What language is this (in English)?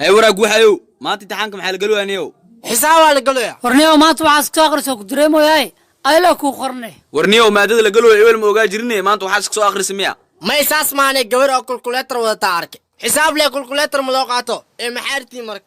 Somali